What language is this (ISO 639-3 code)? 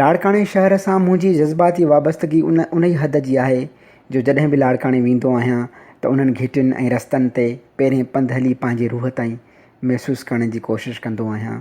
snd